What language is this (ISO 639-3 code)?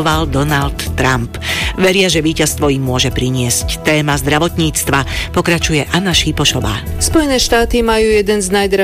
slk